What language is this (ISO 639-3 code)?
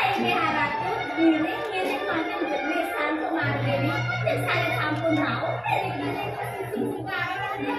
ban